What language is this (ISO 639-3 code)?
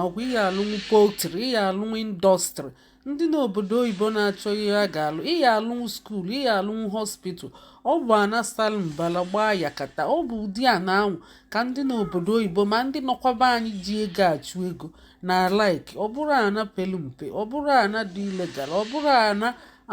ibo